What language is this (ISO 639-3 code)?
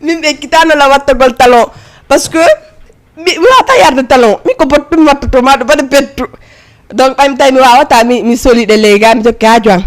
ful